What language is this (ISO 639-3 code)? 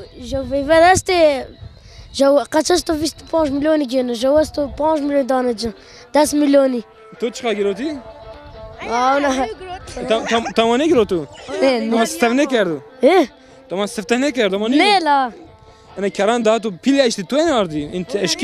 zza